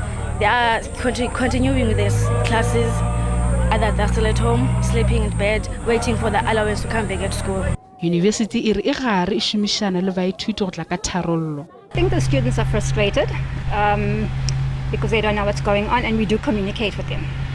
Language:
Northern Sotho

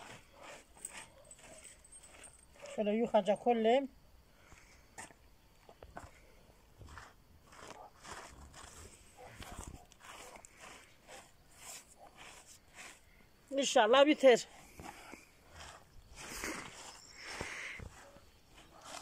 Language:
Turkish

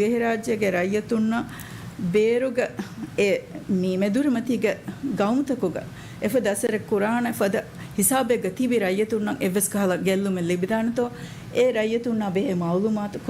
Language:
Divehi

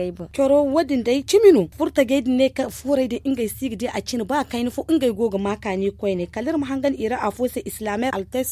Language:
Zarma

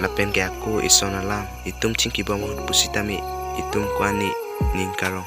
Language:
Karbi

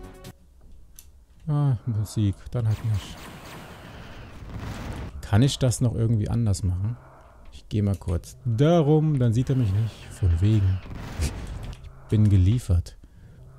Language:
German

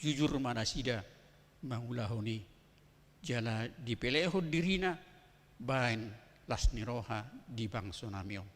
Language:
Batak Toba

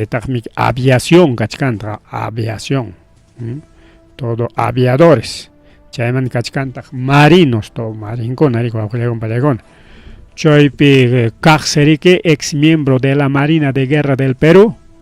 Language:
Ayacucho Quechua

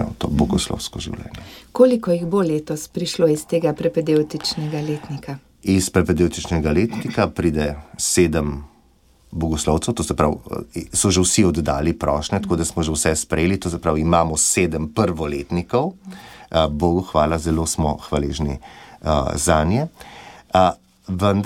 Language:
Slovenian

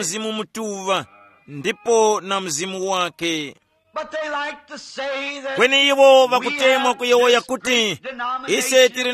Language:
Tumbuka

